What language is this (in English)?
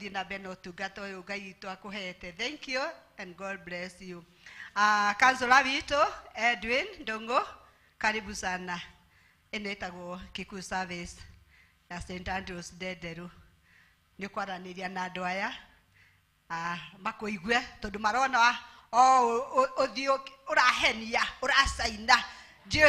Kikuyu